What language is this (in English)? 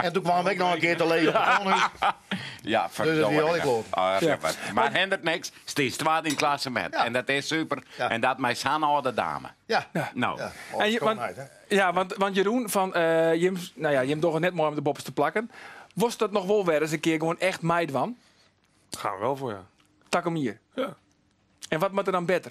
Western Frisian